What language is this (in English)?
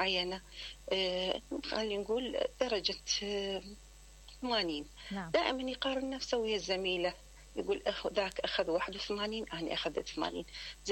Mesopotamian Arabic